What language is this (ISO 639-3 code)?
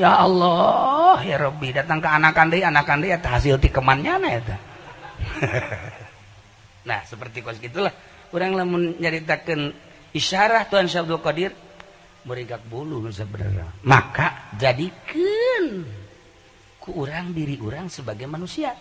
sun